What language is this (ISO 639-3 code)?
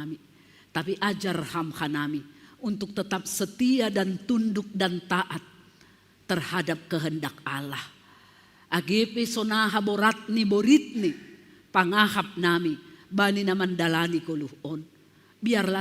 bts